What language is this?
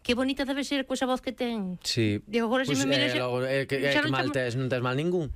Galician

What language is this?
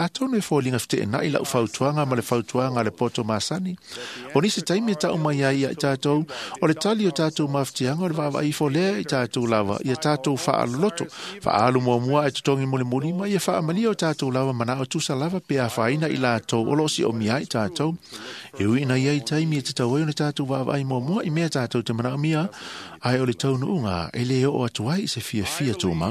Samoan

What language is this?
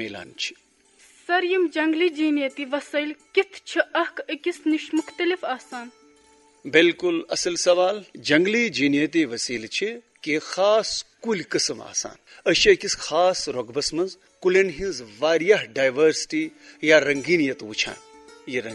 Kashmiri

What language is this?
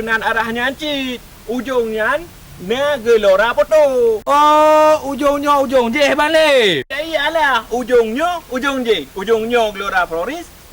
Achinese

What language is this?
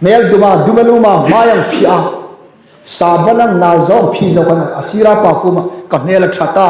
Hmar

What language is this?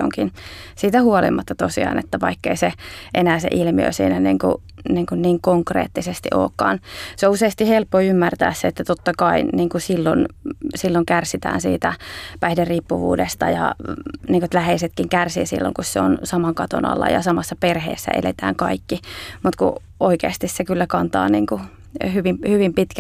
Finnish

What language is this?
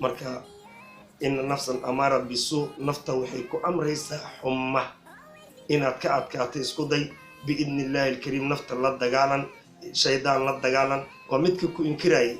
Somali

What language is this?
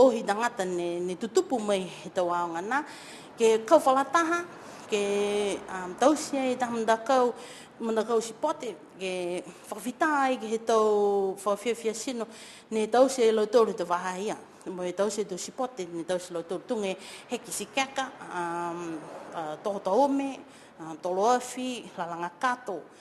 Niuean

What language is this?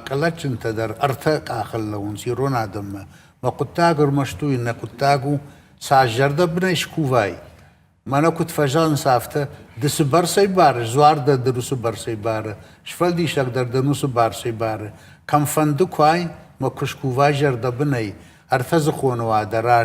Ossetic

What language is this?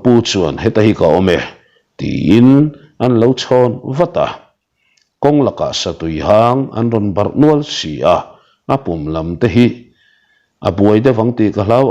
Mizo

